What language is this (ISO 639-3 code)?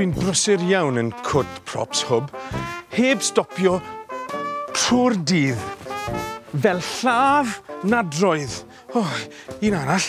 cym